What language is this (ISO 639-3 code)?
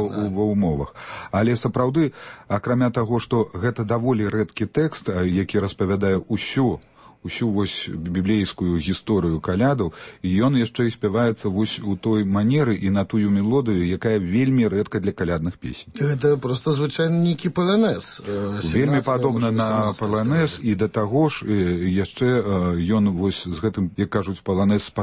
bel